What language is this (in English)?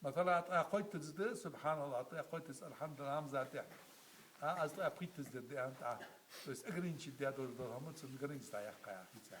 Ingush